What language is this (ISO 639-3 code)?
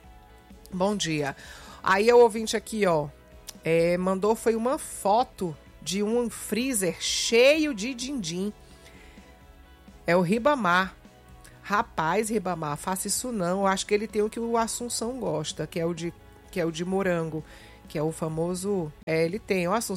por